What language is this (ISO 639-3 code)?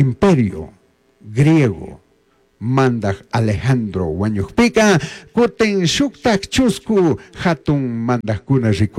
qug